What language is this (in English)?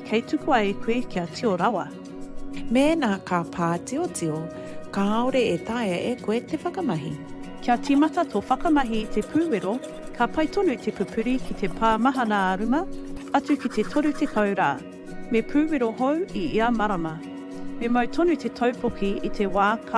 Māori